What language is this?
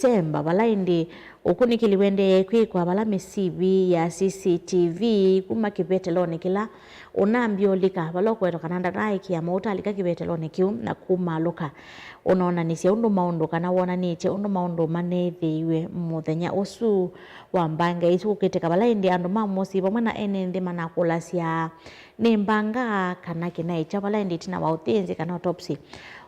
Kamba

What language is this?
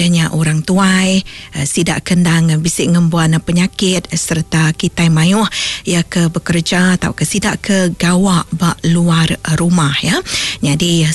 Iban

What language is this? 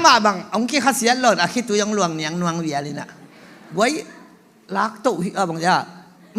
Tedim Chin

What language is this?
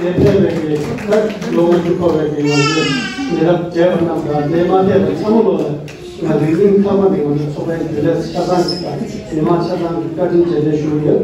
Tibetan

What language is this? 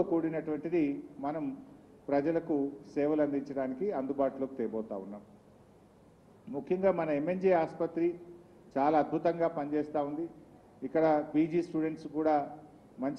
Telugu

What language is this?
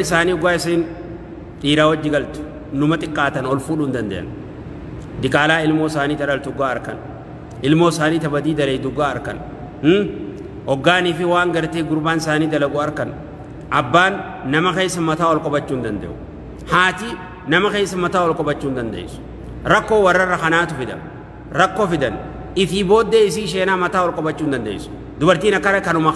Oromo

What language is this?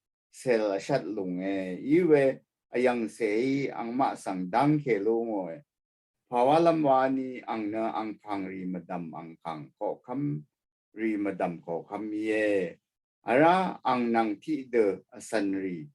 Rawang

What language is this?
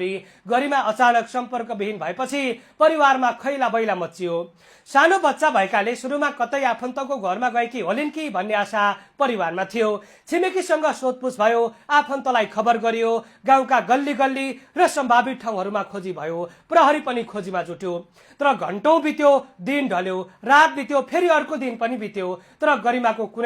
Nepali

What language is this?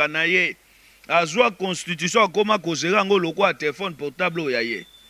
Lingala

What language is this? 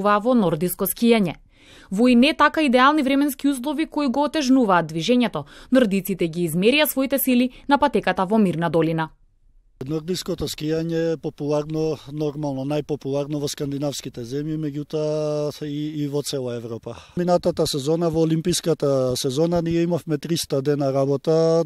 Macedonian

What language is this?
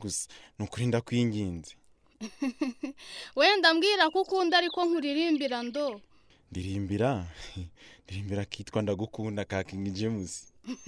Kinyarwanda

